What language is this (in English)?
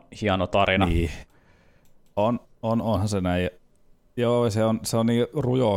Finnish